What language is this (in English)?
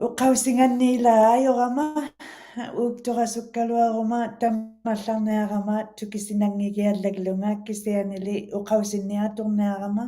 Western Canadian Inuktitut